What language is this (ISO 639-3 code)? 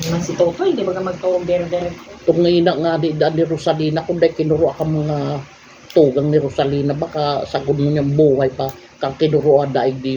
bik